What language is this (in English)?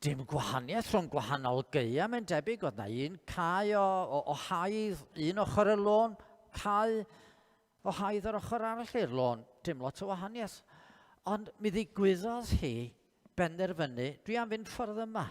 Welsh